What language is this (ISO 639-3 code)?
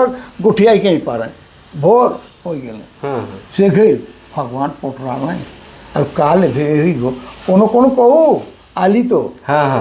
sck